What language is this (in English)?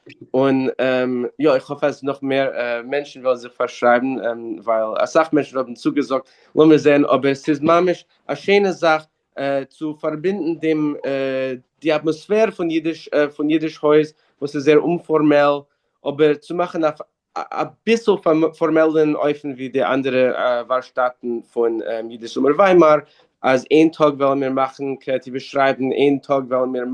Yiddish